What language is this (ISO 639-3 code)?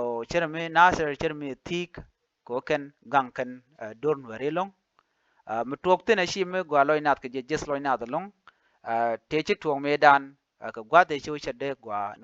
nus